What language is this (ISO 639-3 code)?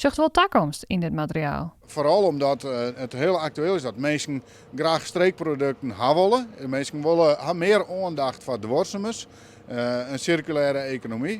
fry